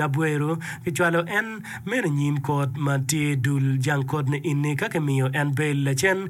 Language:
Acoli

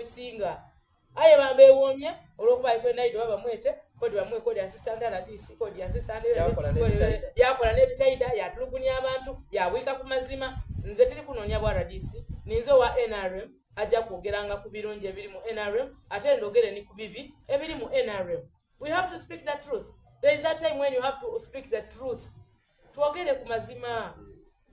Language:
Soga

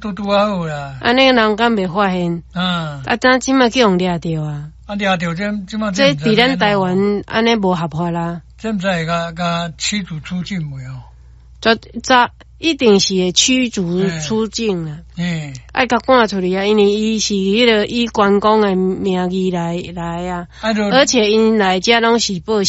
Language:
Min Nan Chinese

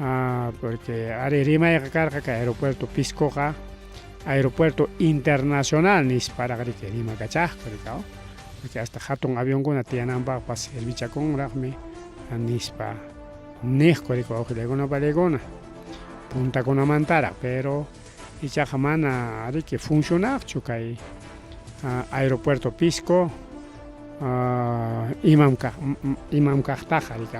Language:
Ayacucho Quechua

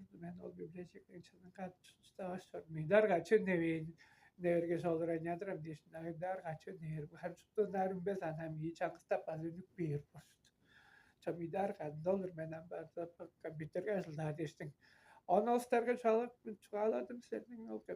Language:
Tuvinian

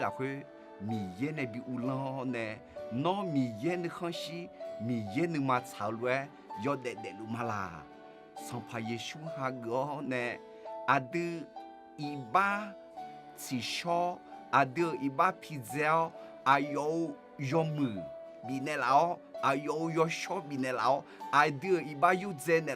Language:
Akha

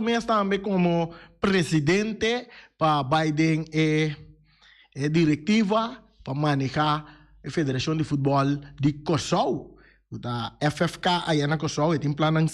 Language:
Papiamento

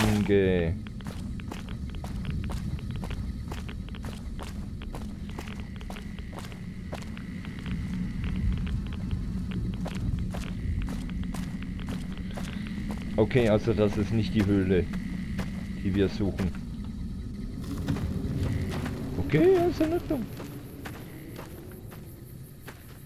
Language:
German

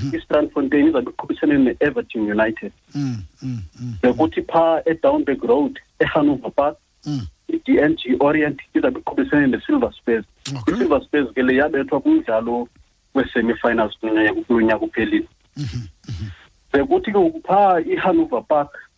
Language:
Xhosa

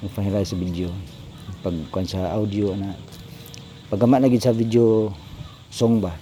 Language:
Cebuano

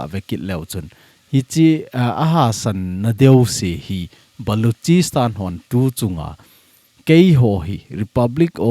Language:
Thado Chin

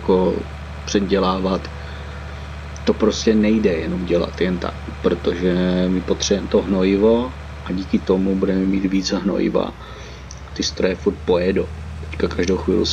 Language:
Czech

